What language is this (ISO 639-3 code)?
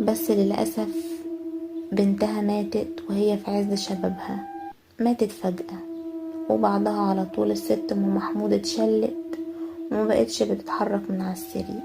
arz